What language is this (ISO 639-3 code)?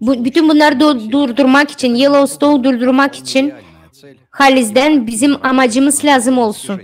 gag